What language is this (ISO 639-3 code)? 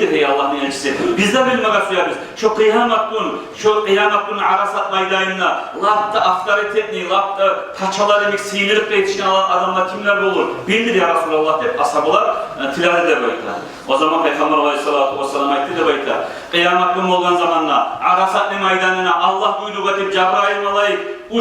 kum